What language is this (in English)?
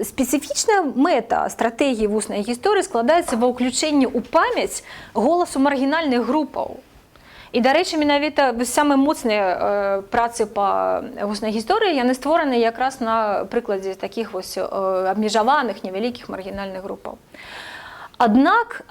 Belarusian